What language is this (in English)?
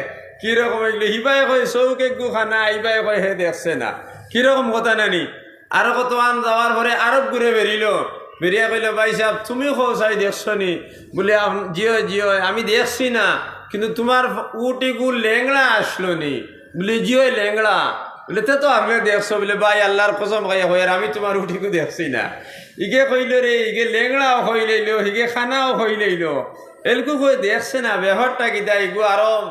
Sylheti